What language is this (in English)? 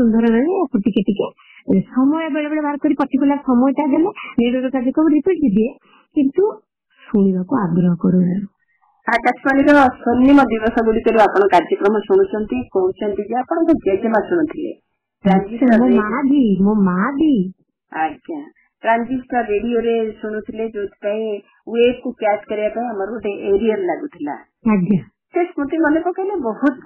Odia